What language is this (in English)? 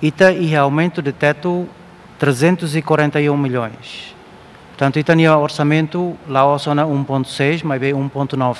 Tetum